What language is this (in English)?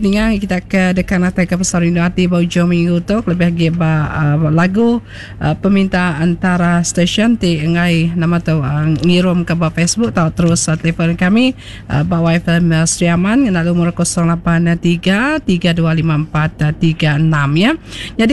Iban